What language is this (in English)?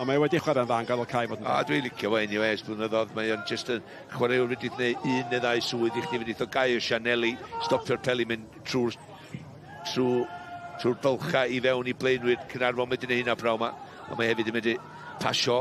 Welsh